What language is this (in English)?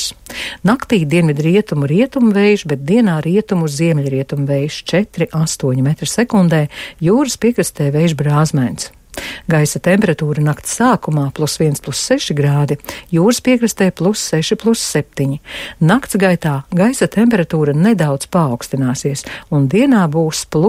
Latvian